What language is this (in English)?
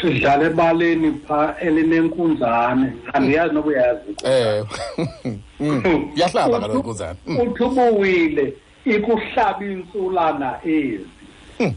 Xhosa